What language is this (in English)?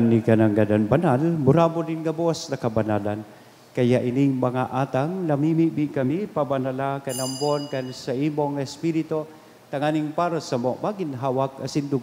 Bikol